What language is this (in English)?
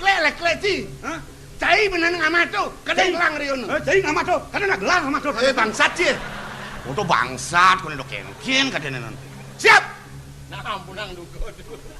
Balinese